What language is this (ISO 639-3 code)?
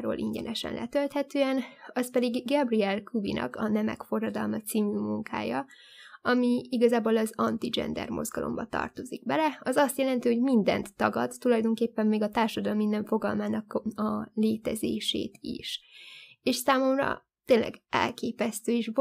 hun